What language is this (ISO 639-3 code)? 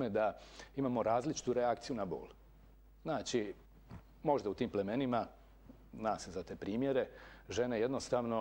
hrv